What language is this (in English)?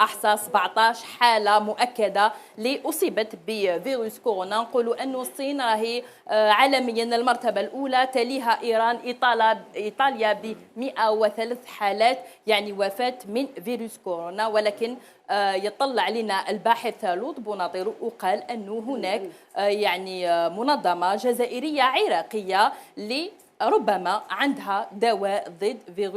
Algerian Arabic